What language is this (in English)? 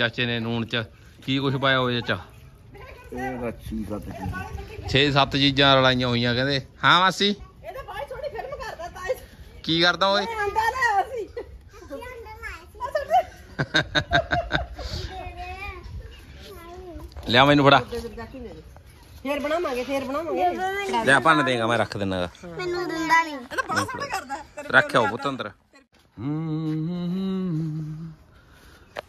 Punjabi